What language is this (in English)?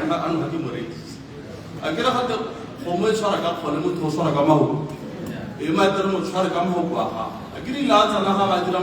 Tswana